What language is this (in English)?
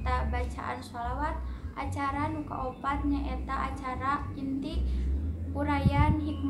Sundanese